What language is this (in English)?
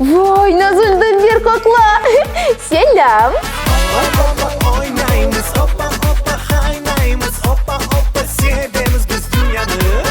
Crimean Tatar